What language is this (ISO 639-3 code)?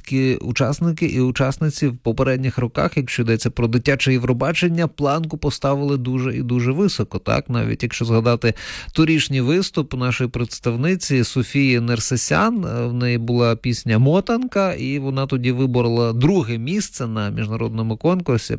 ukr